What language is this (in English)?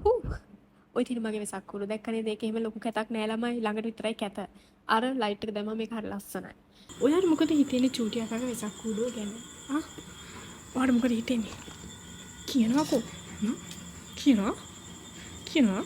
Sinhala